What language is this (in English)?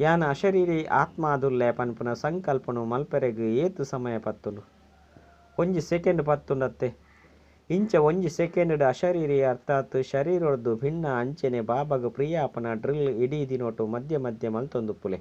Tulu